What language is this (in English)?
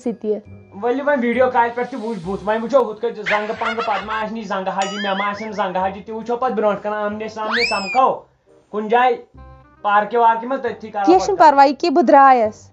Kashmiri